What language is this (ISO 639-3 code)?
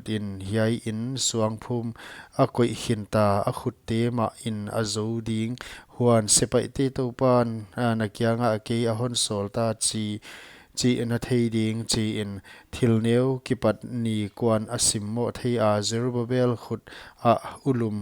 pck